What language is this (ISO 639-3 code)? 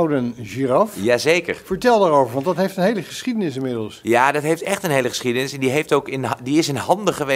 nld